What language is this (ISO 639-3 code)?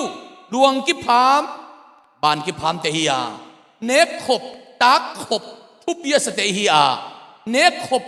ctd